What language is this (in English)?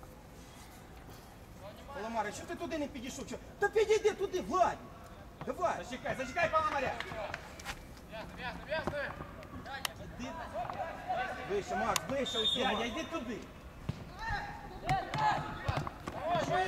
Ukrainian